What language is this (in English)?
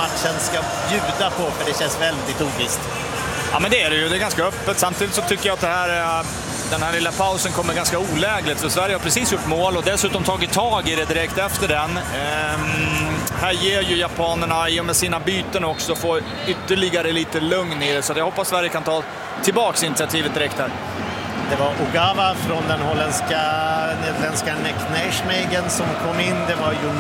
Swedish